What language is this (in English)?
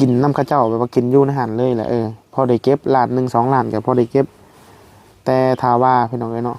Northeastern Thai